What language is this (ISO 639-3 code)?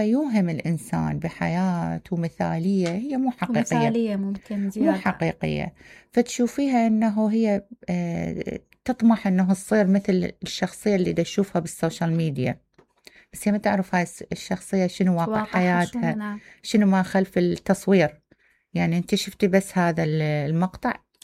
acm